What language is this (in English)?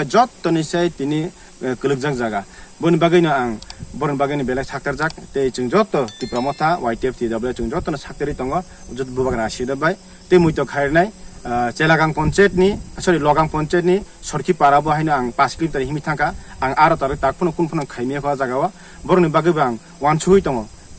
Kok Borok